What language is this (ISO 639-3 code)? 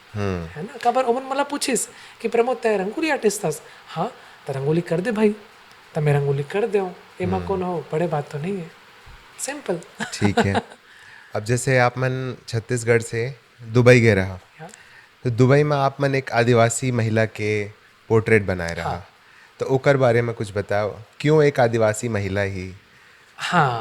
hne